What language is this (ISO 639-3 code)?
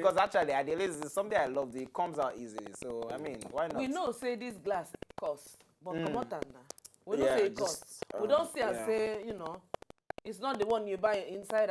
pcm